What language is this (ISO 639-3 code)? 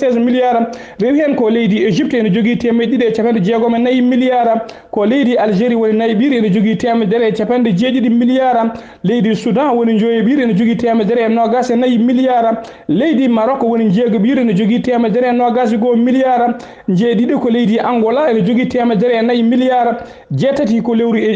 ful